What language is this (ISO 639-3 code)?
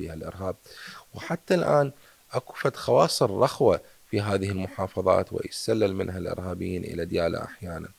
acm